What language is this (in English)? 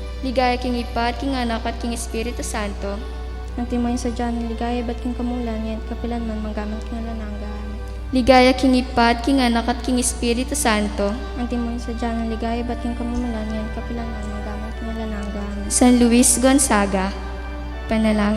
Pampanga